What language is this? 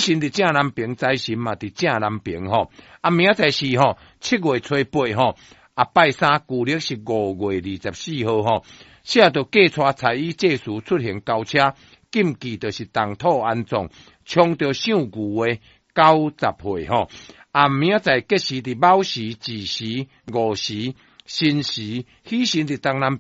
Min Nan Chinese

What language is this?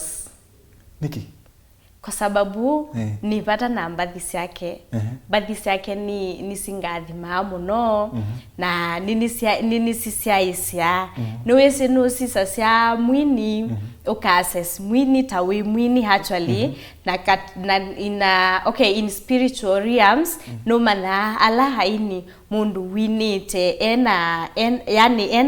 Kamba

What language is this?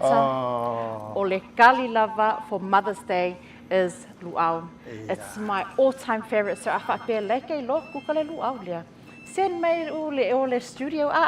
Samoan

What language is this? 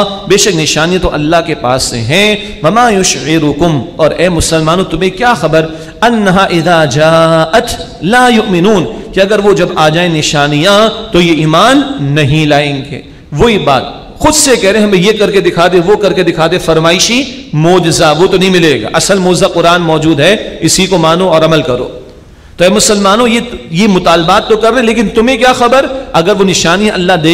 Urdu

